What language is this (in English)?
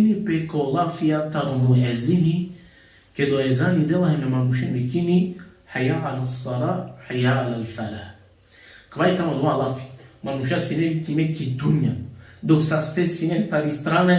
Balkan Romani